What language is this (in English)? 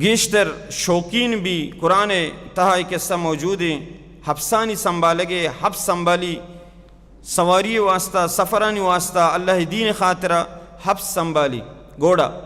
Baluchi